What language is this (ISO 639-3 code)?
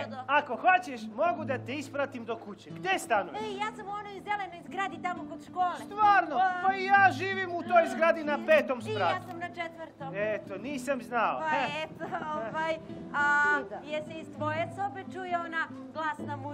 srp